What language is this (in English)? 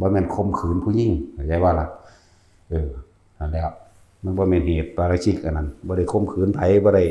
Northeastern Thai